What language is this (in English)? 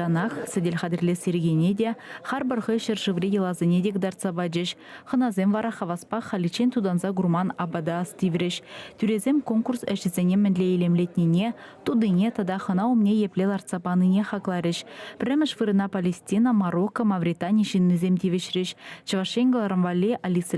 Chuvash